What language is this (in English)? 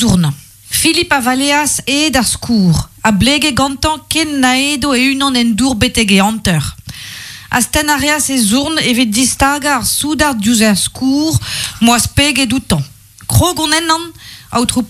Breton